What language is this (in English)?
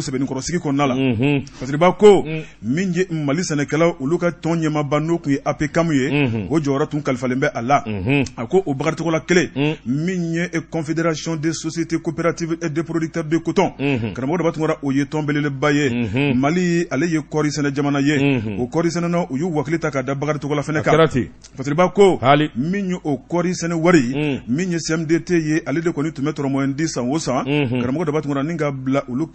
Bambara